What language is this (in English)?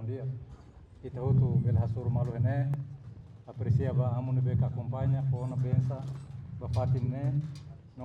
Tetum